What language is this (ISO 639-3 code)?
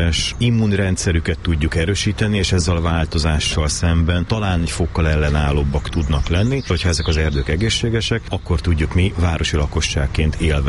hun